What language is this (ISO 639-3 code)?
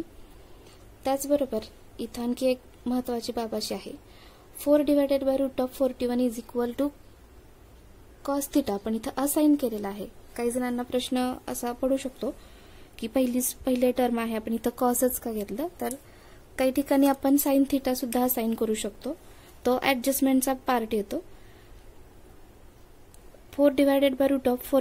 mar